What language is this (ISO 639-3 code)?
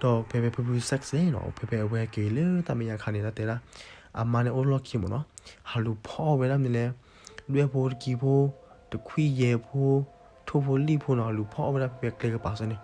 ksw